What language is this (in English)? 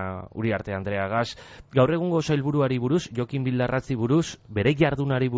Basque